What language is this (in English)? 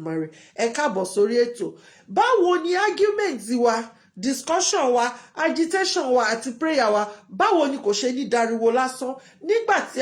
Yoruba